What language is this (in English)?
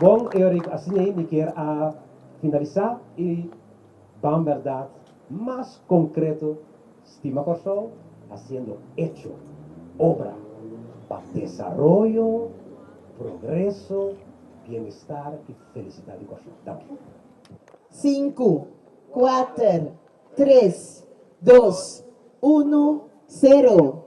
Papiamento